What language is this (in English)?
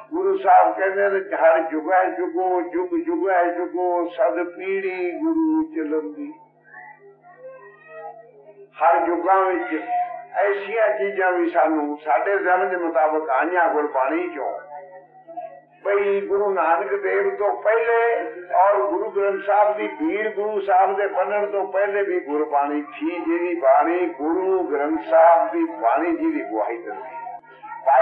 Punjabi